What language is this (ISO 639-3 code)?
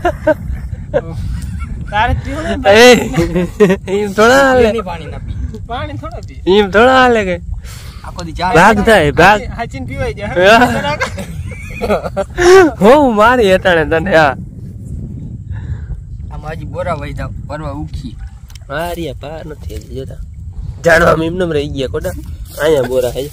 guj